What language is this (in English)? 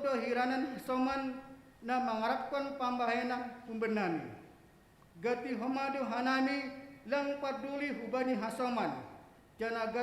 Batak Simalungun